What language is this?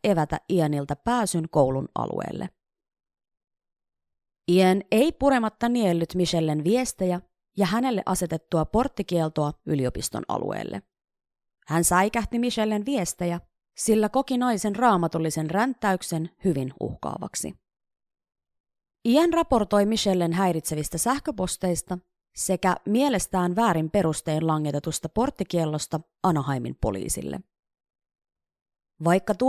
Finnish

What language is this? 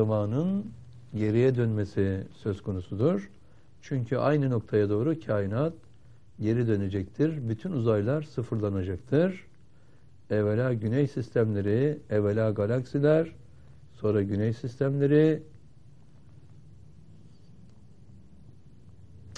Turkish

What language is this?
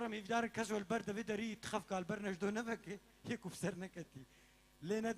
Kurdish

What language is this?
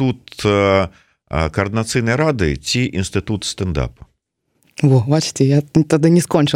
Belarusian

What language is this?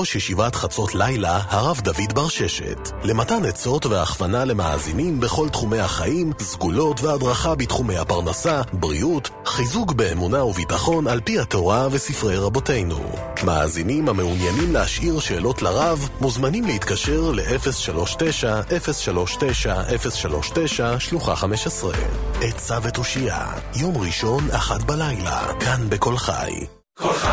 Hebrew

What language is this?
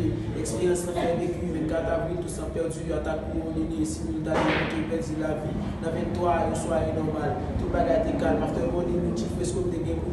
Haitian Creole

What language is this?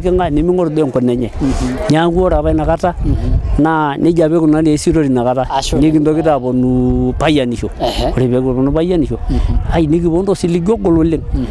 Masai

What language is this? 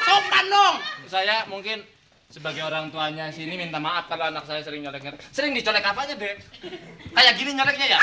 Betawi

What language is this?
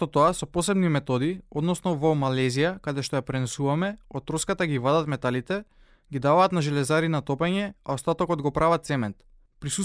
Macedonian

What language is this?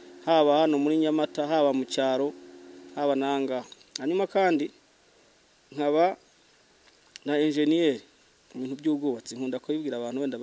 Kinyarwanda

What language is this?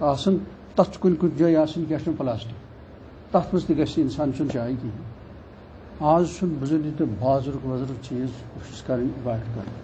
Kashmiri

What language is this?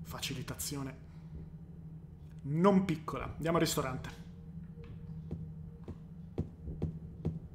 Italian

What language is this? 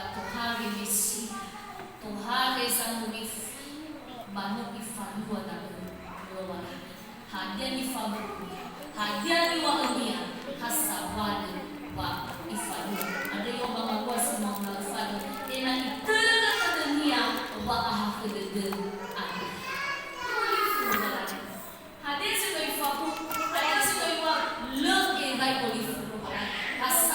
Nias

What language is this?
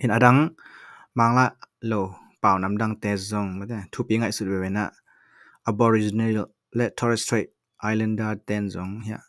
Tedim Chin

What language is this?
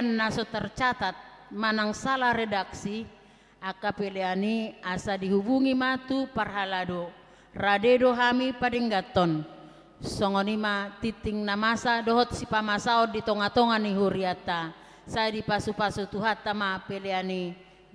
Batak Toba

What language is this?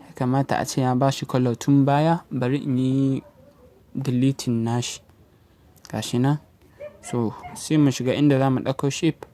Hausa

